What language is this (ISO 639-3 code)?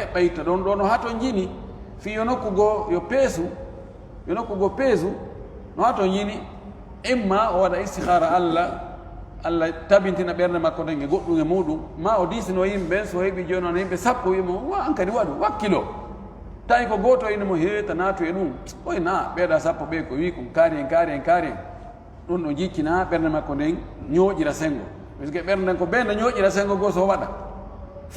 ful